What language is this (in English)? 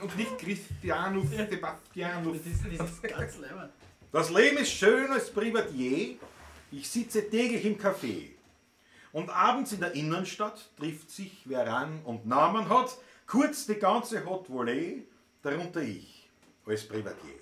Bavarian